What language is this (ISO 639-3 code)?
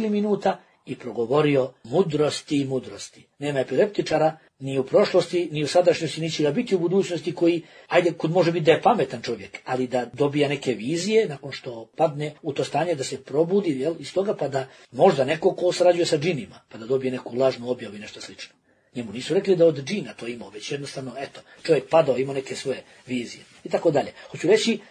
bos